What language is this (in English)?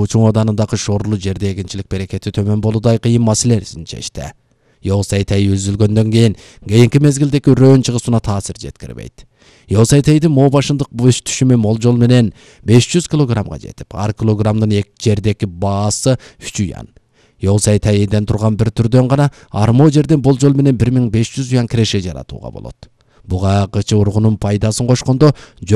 Kyrgyz